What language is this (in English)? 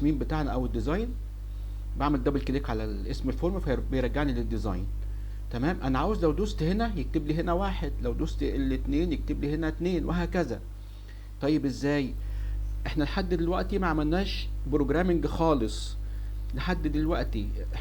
Egyptian Arabic